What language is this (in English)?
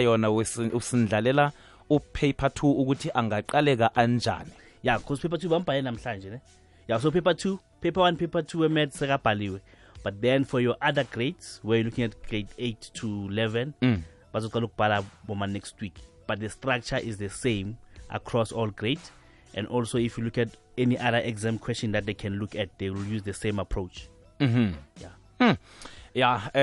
South Ndebele